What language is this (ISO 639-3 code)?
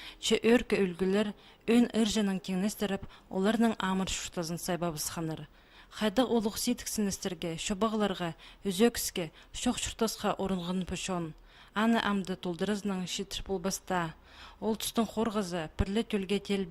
kjh